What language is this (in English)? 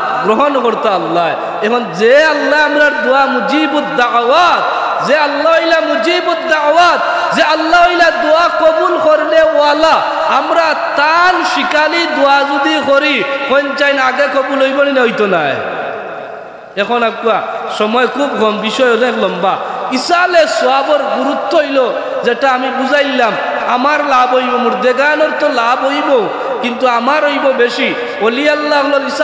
Sylheti